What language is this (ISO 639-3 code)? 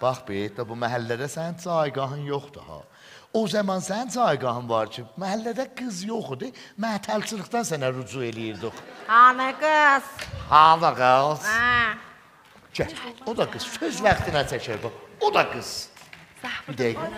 azb